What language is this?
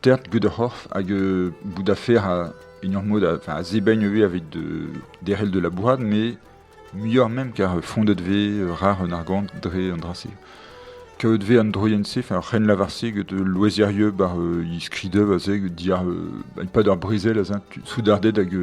Breton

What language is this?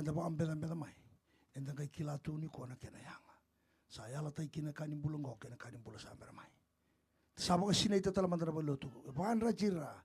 Fijian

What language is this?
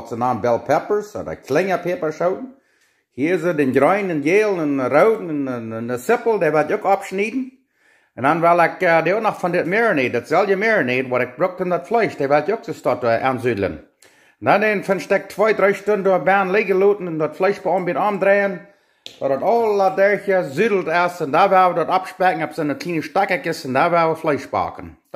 Plautdietsch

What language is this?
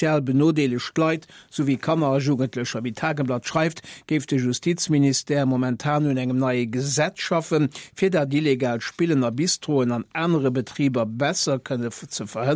Luxembourgish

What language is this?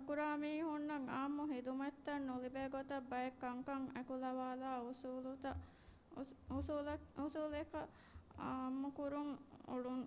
Divehi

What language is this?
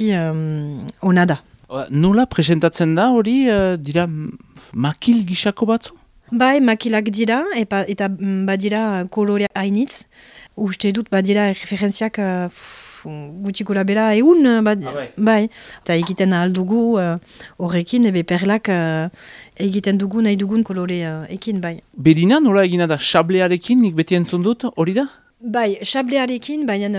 Basque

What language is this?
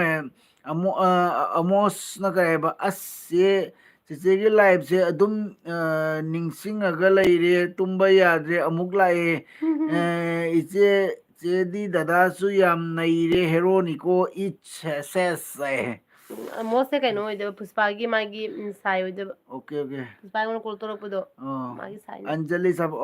Manipuri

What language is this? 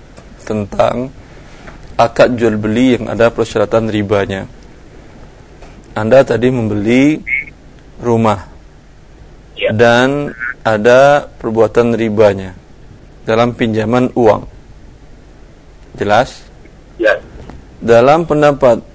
Indonesian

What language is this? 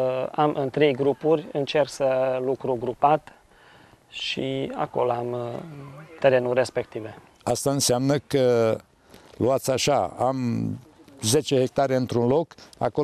Romanian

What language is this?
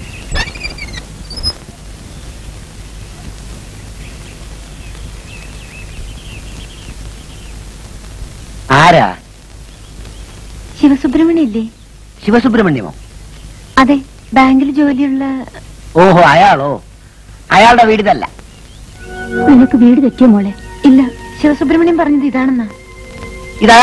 Malayalam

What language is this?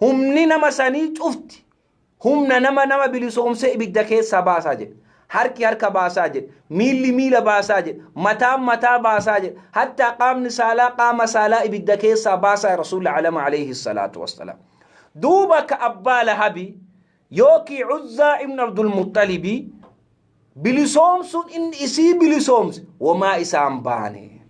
Oromo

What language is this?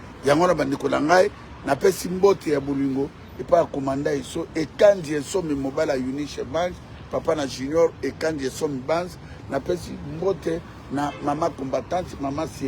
Lingala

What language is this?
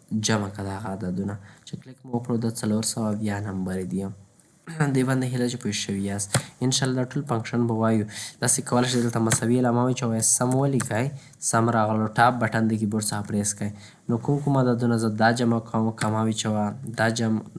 Pashto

